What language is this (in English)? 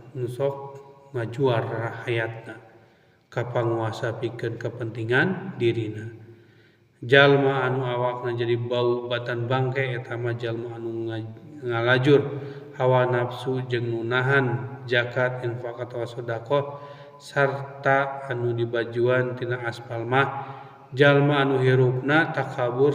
Sundanese